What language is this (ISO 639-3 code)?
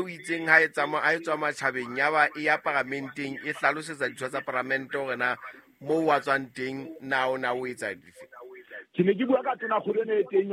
sot